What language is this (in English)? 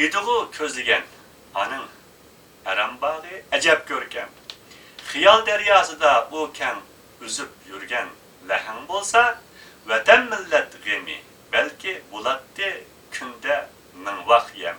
Uyghur